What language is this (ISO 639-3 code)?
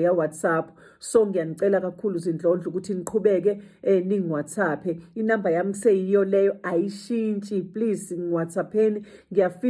zul